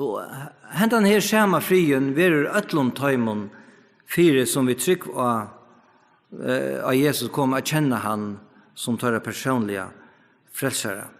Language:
Faroese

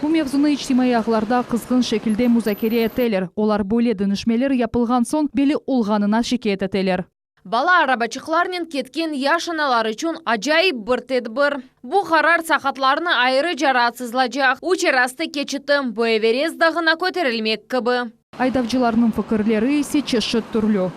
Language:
Crimean Tatar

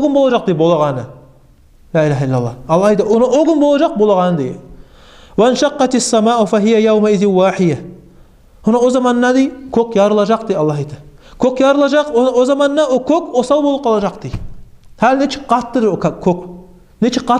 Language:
Kumyk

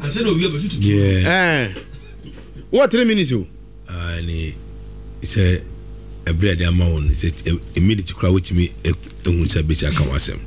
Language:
Akan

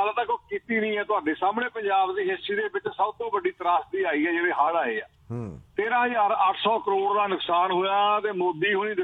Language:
Punjabi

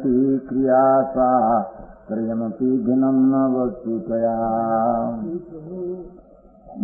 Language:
Gujarati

